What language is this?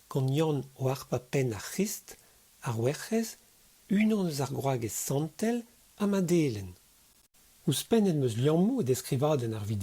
Breton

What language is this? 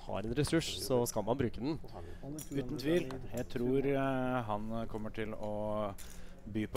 Norwegian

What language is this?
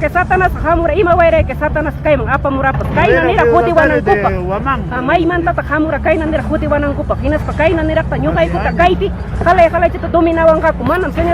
Ayacucho Quechua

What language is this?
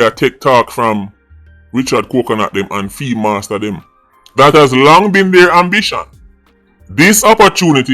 Jamaican Creole English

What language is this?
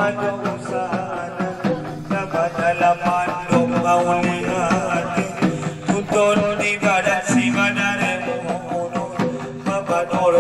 Batak Angkola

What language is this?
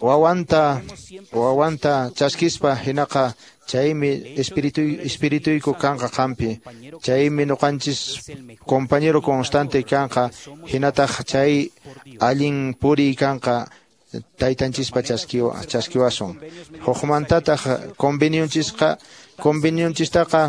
Quechua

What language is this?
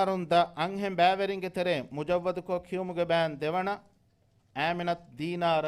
Divehi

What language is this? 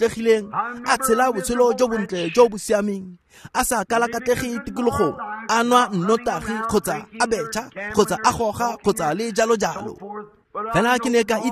Tswana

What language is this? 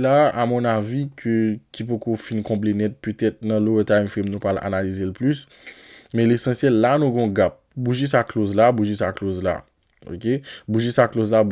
Haitian Creole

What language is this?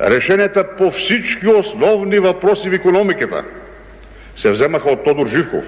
Bulgarian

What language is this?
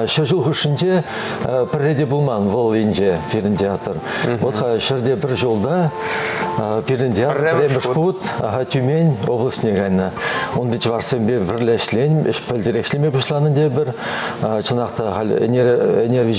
Chuvash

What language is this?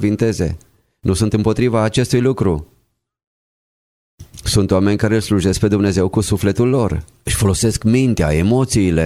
Romanian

